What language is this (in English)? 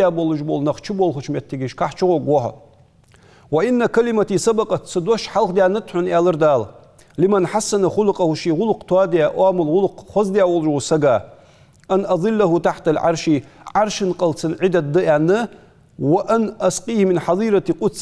Ingush